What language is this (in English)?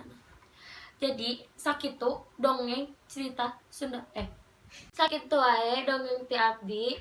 Sundanese